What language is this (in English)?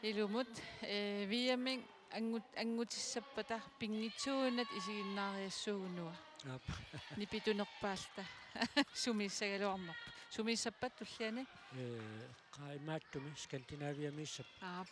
Kalaallisut